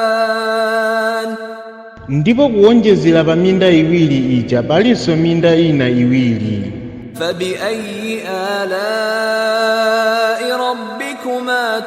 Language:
Nyanja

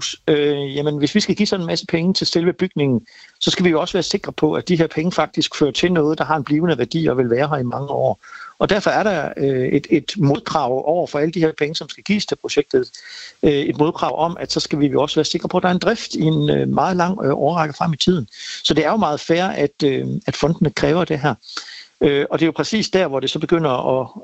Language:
Danish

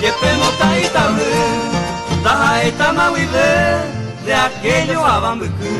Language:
Guarani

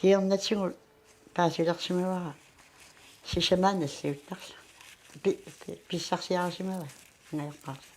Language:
Kalaallisut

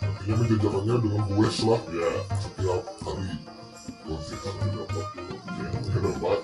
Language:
Banjar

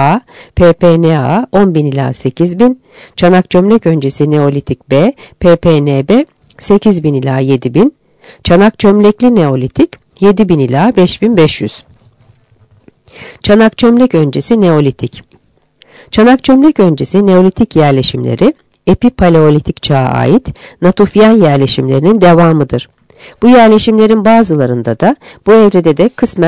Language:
Turkish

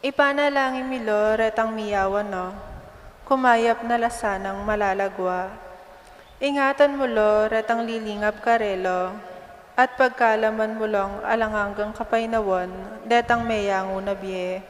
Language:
Pampanga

